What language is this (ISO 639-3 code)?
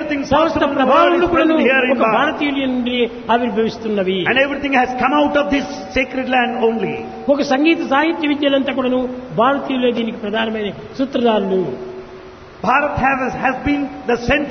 tel